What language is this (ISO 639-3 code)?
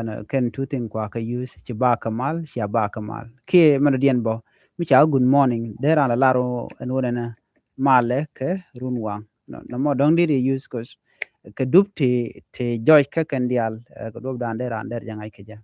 nus